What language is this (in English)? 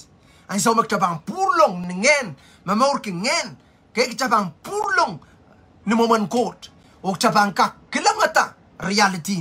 Pohnpeian